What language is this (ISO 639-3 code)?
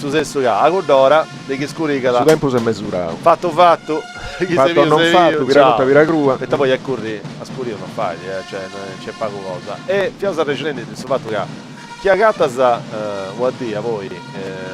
srd